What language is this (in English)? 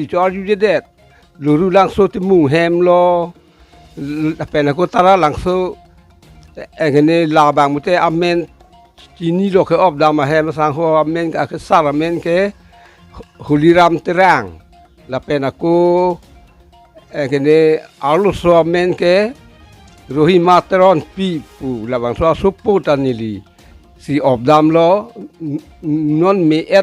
Karbi